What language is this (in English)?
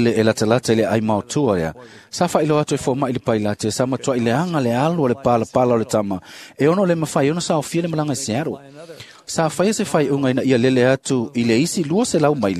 Samoan